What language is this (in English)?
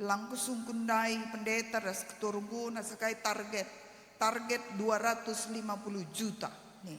Batak Karo